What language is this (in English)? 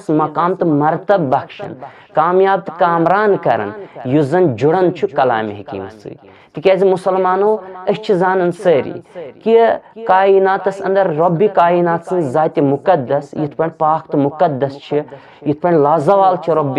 Kashmiri